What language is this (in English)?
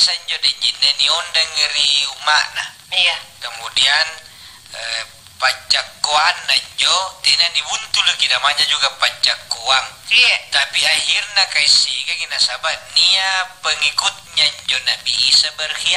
Makasar